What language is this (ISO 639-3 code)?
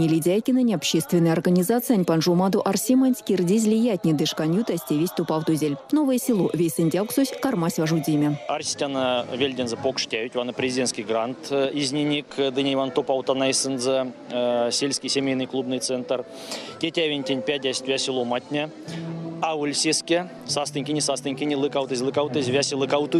myv